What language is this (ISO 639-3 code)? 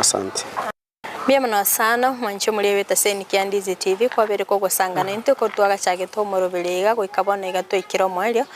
guz